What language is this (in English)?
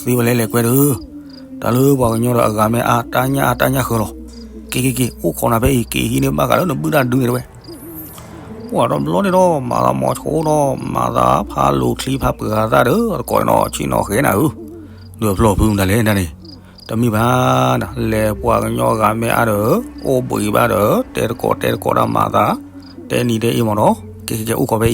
S'gaw Karen